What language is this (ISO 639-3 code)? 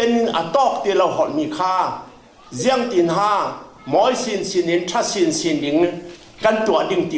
cfm